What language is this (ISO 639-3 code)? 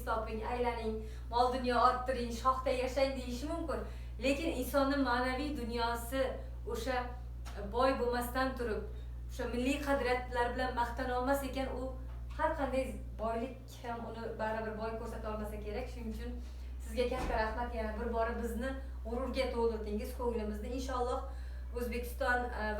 uzb